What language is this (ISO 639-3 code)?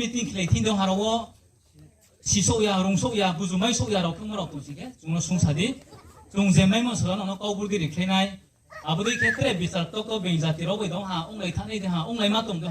ria